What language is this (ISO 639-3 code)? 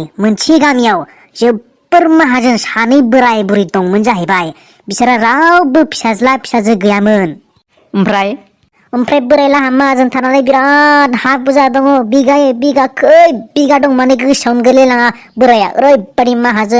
brx